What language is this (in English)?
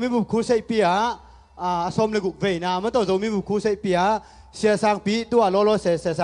Tedim Chin